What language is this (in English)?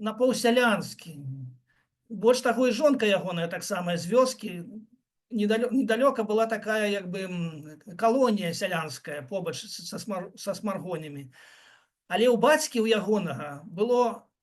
Belarusian